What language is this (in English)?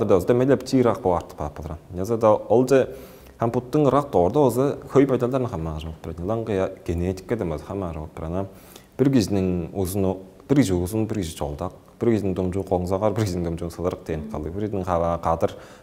Tuvinian